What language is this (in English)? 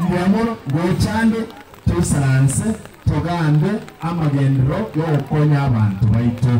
Gusii